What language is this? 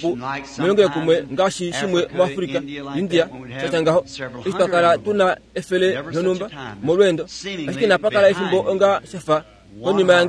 Kuanyama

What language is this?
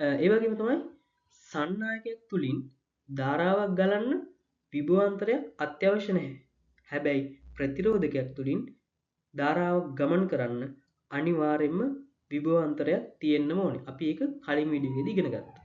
Sinhala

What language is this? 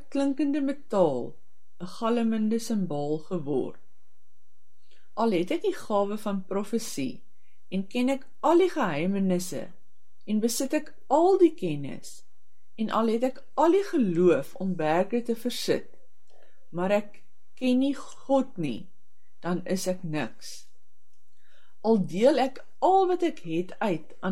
Afrikaans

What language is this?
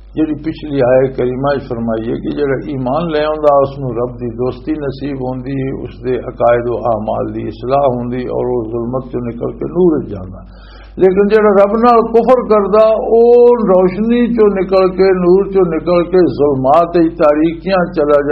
Western Panjabi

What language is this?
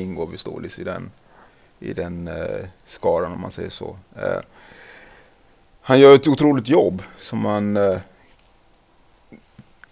Swedish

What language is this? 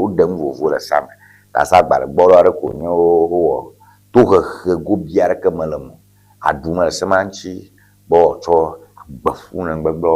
Ewe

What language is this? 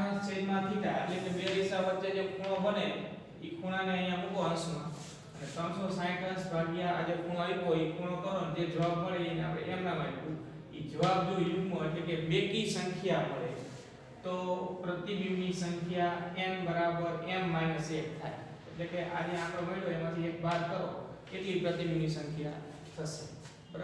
Gujarati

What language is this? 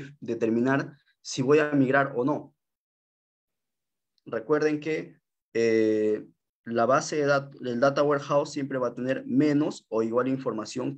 Spanish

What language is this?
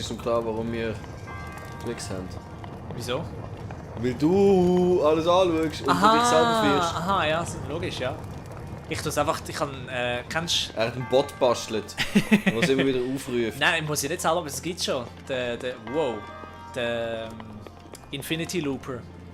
Swiss German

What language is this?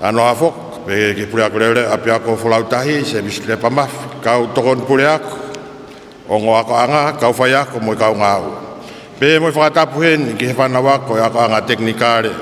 Tongan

